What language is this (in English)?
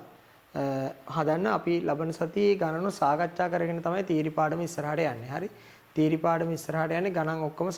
Sinhala